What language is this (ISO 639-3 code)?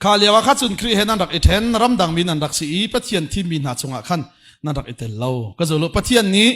cnh